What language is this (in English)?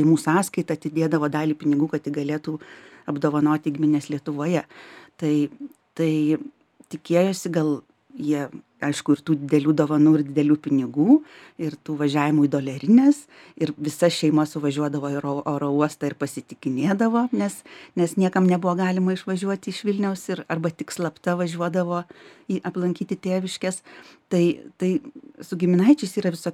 Lithuanian